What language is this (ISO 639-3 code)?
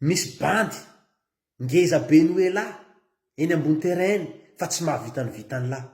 mlg